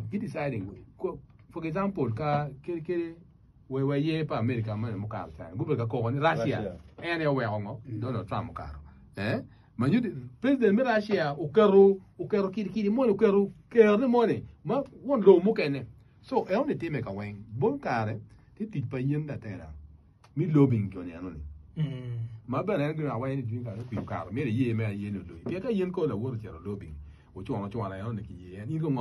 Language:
Acoli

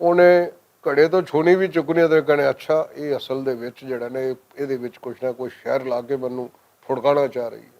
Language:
Western Panjabi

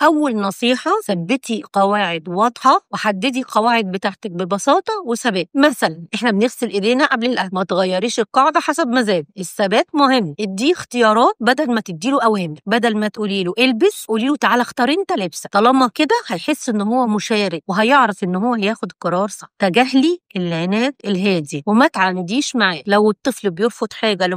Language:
Egyptian Arabic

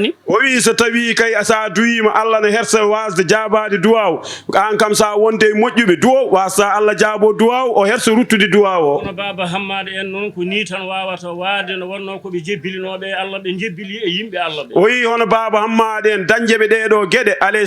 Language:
Fula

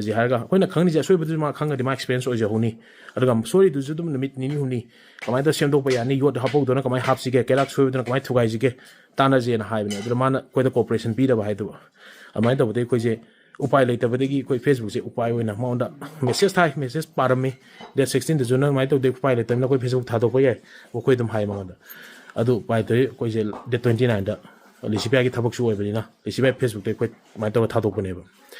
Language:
Manipuri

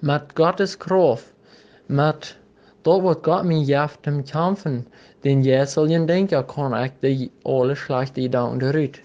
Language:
Plautdietsch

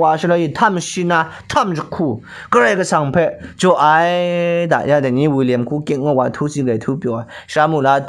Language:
Kachin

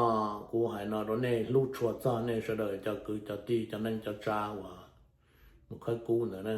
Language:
Hmong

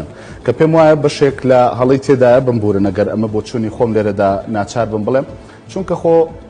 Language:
Central Kurdish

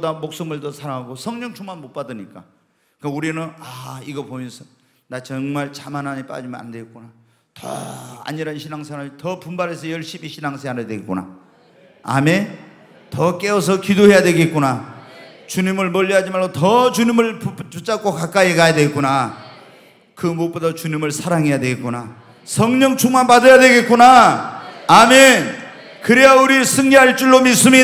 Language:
Korean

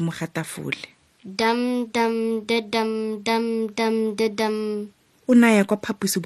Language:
Tswana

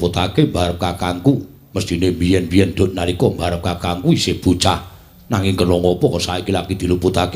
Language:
Javanese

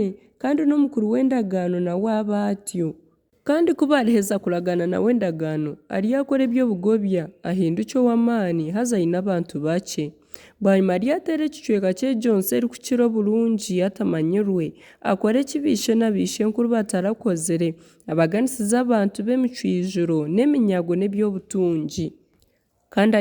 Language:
Nyankole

